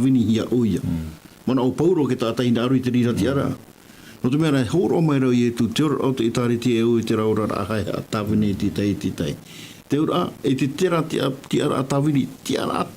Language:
Tahitian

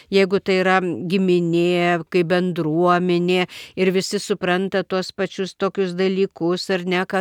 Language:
Lithuanian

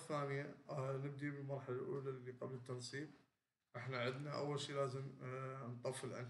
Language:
Mesopotamian Arabic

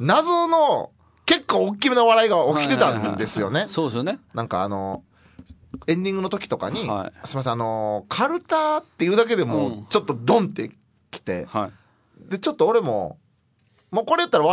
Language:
Japanese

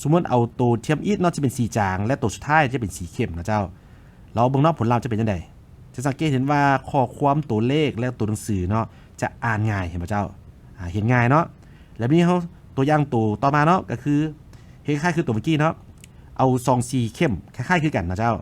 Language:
Lao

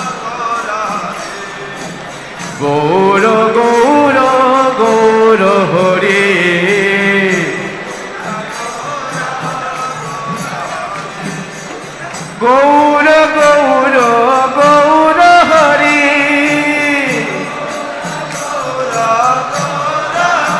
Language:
Bangla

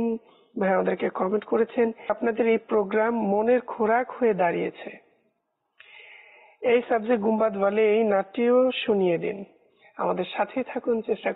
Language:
Bangla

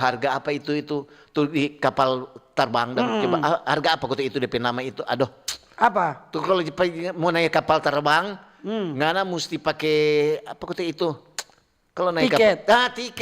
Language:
Manado Malay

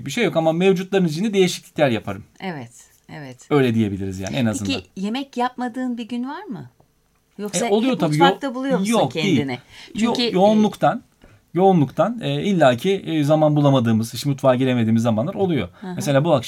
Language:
Turkish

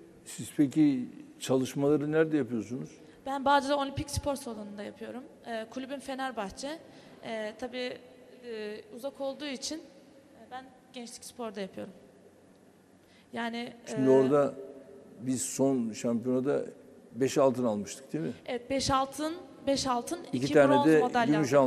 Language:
Turkish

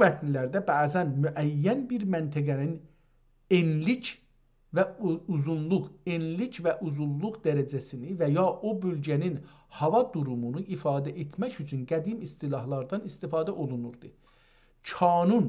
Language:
South Azerbaijani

